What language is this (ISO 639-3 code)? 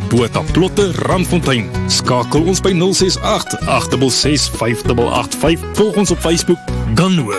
afr